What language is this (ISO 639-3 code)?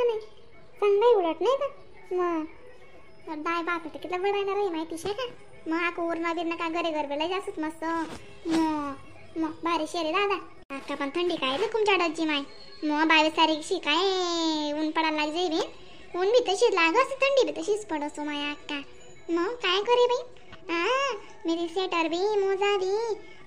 khn